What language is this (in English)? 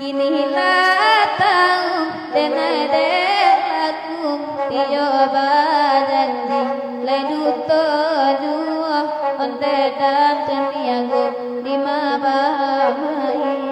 Minangkabau